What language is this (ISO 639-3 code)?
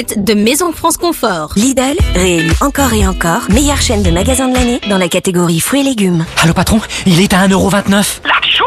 fra